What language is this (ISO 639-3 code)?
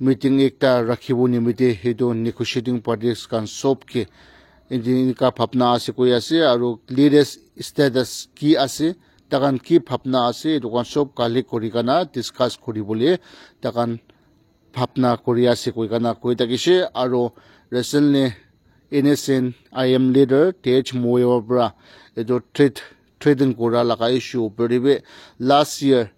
nag